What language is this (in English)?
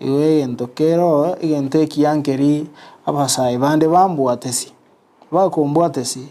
Gusii